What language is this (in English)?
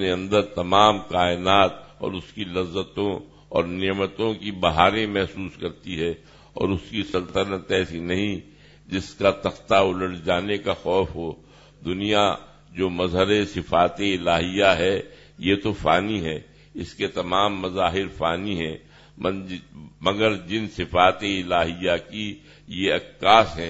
Urdu